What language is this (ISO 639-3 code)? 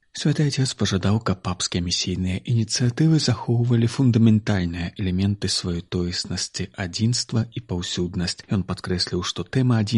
bel